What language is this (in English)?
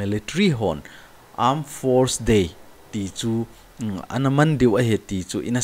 Thado Chin